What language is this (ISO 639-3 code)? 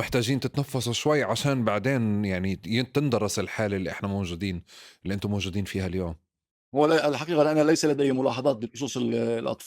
apc